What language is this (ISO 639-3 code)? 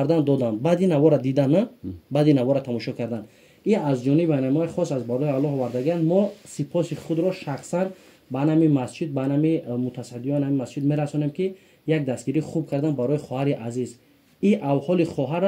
tgk